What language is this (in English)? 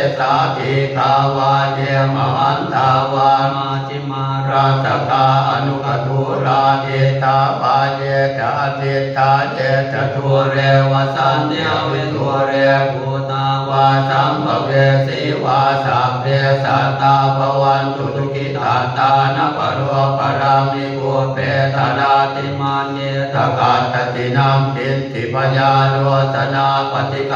Pali